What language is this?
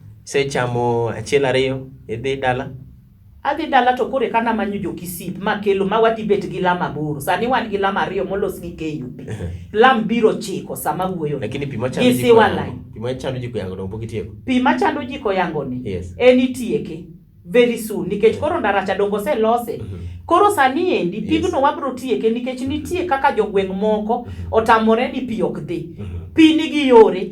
Luo (Kenya and Tanzania)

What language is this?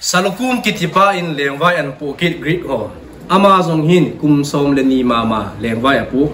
Thado Chin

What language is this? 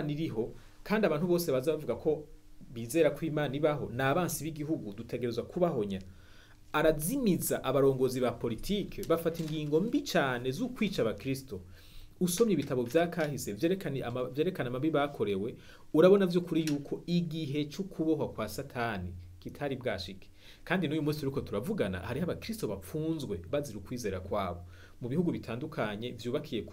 Rundi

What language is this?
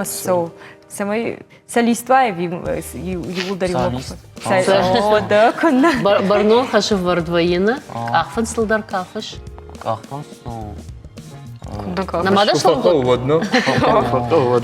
Ossetic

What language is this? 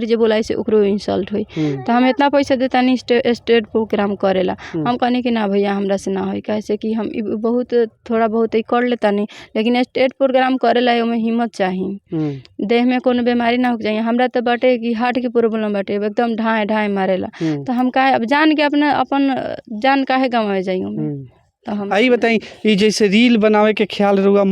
Bhojpuri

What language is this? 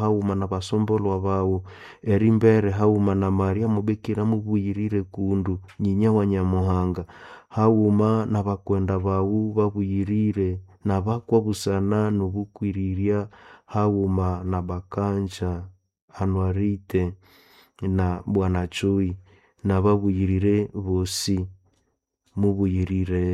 Nande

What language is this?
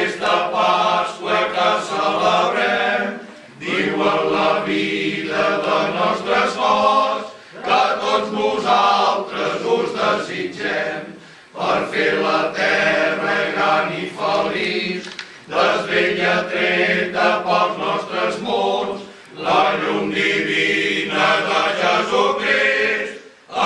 Catalan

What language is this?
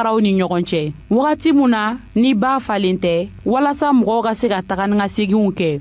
Bambara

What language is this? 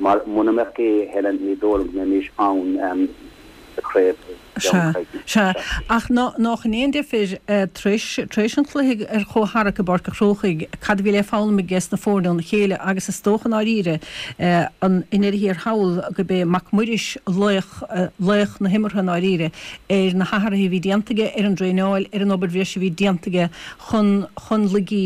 Irish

